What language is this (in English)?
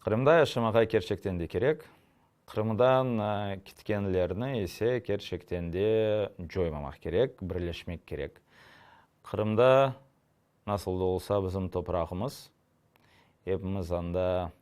Crimean Tatar